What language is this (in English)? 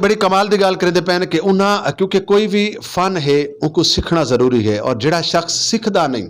Saraiki